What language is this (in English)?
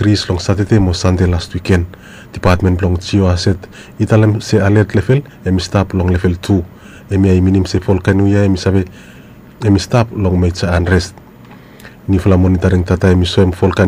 Bislama